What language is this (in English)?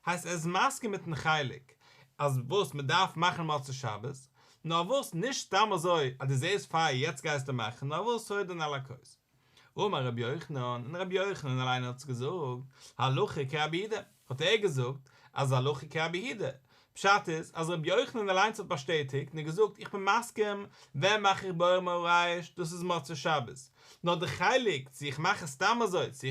Yiddish